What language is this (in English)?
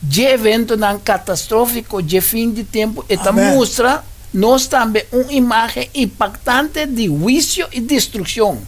Papiamento